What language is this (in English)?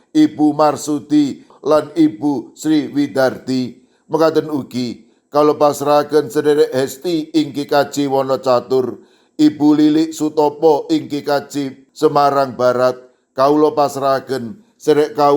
Javanese